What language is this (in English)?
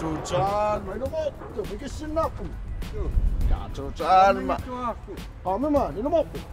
Kalaallisut